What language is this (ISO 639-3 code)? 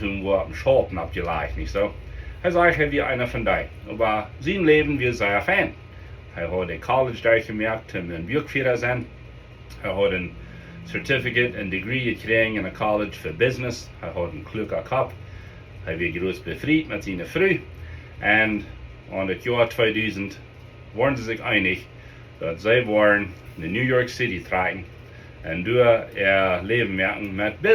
pdt